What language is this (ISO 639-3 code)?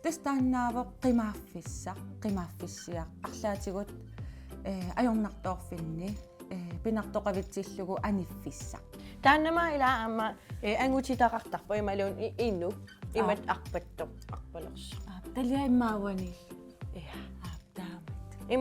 kal